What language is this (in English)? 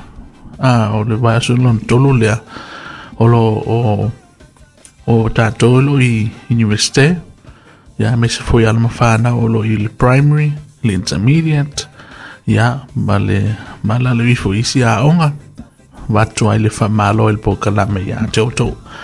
Samoan